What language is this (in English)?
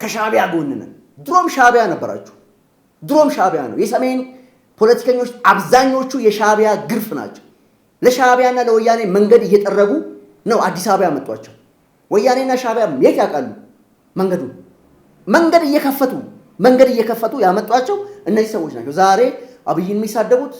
Amharic